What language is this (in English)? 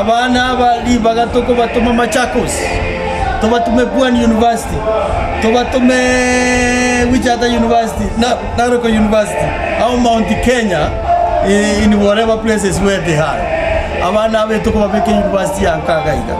Gusii